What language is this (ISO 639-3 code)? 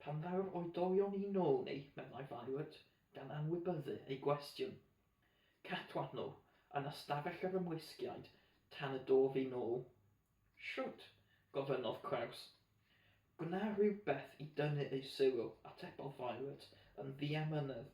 cym